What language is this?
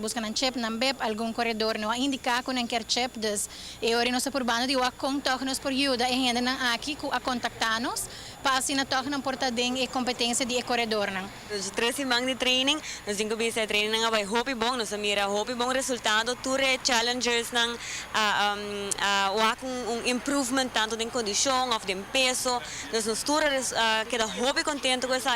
Papiamento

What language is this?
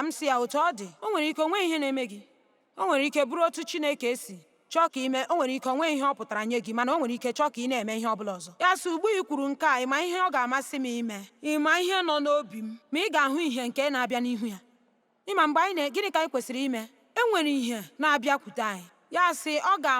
Igbo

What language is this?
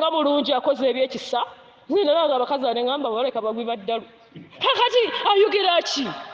Ganda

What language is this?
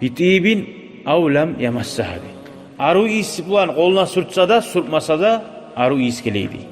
Kumyk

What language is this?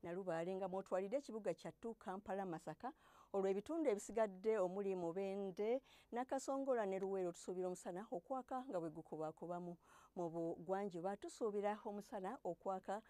Ganda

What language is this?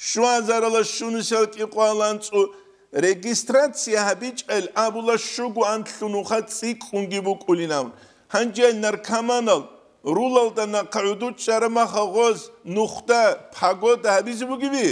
Avaric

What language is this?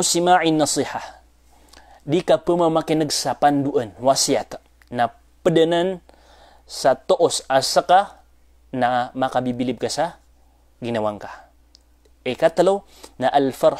Maranao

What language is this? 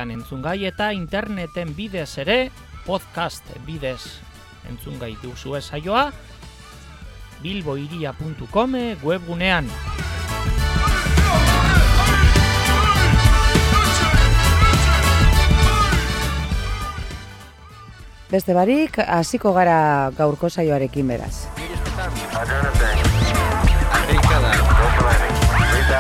Basque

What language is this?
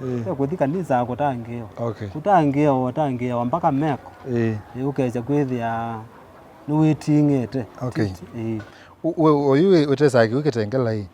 Kamba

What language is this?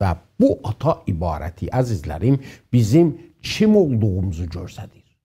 South Azerbaijani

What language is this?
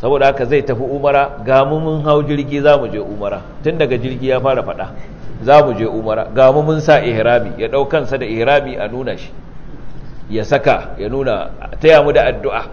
Hausa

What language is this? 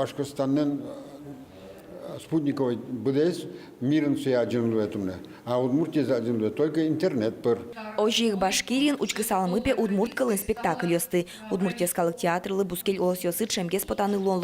Udmurt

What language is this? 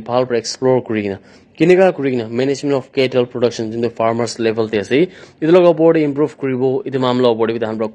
Naga Pidgin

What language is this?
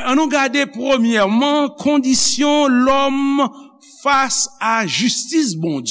Haitian Creole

